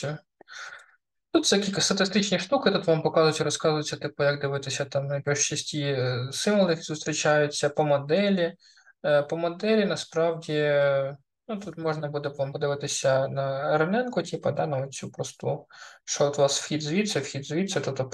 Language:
Ukrainian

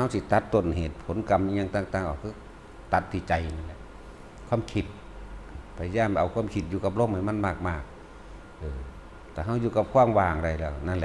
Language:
Northeastern Thai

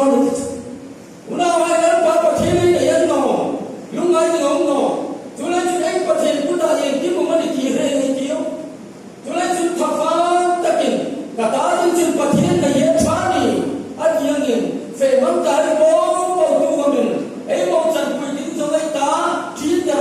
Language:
Hmar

